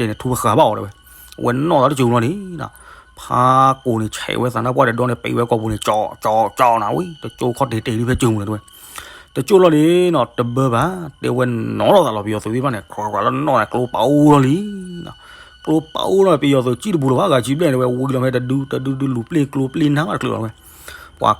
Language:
S'gaw Karen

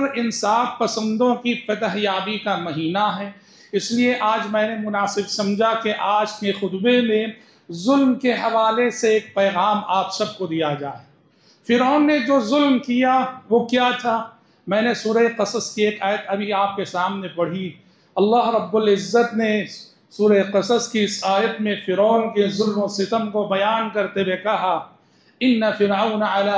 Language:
Urdu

